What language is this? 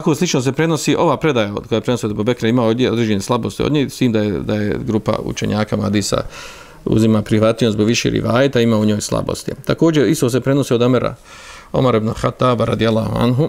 Bosnian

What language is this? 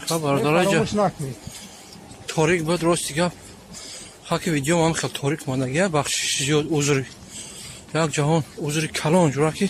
Tajik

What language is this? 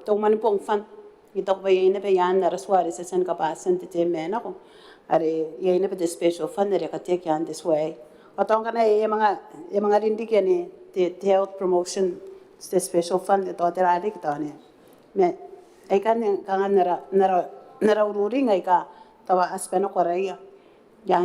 Gilbertese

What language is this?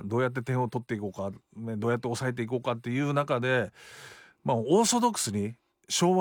Japanese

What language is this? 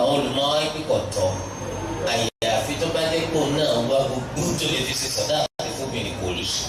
Yoruba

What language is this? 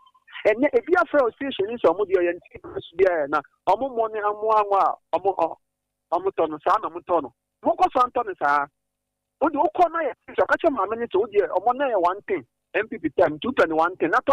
Akan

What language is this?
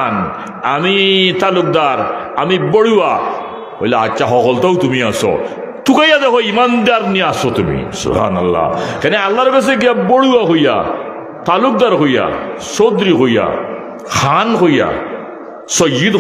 Sylheti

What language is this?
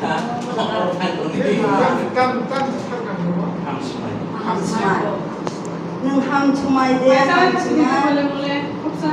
Kok Borok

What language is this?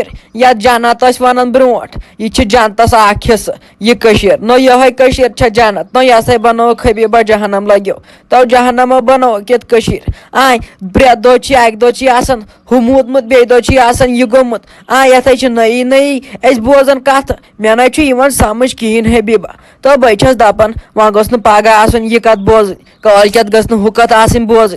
Kashmiri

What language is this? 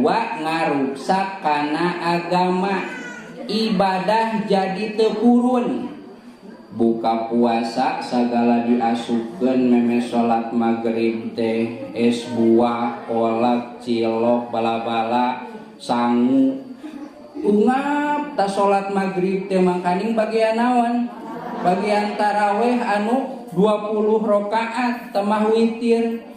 Sundanese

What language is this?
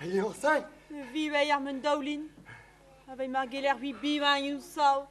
Breton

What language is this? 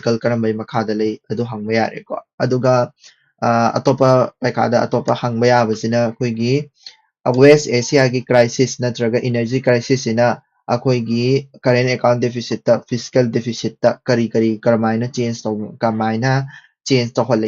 Manipuri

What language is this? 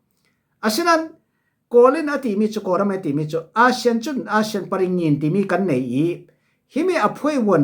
Falam Chin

